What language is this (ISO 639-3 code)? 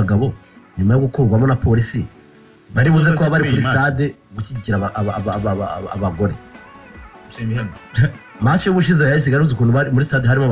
kin